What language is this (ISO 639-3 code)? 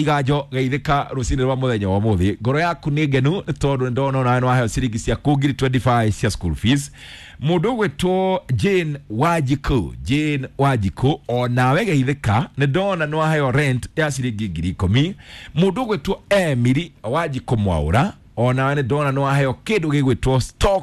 kik